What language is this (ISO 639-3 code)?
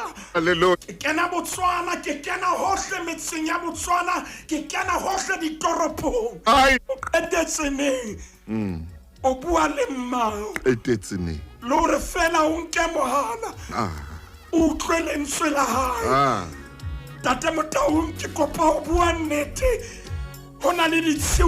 sot